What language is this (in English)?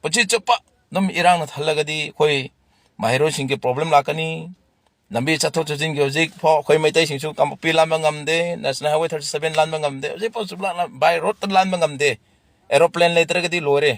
Manipuri